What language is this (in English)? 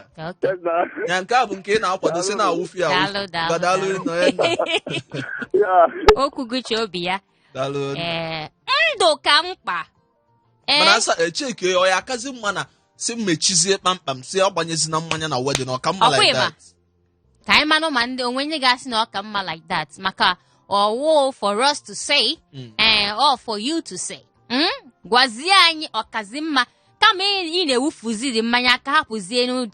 Igbo